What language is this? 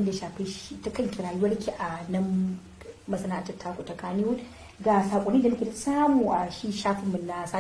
Hausa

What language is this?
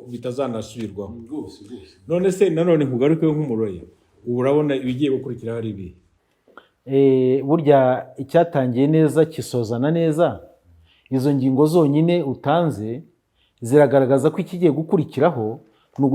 Kinyarwanda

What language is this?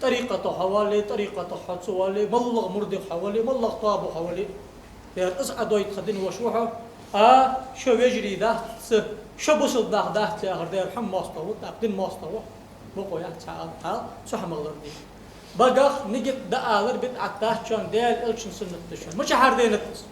Ingush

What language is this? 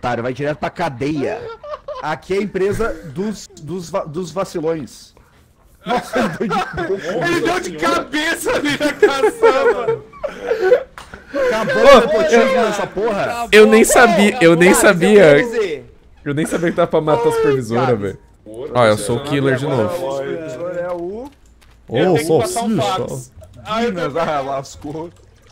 Portuguese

